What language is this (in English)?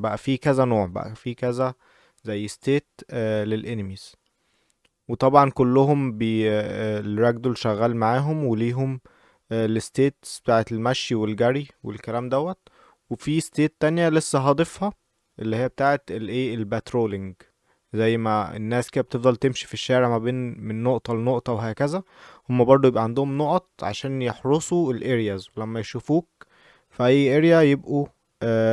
Egyptian Arabic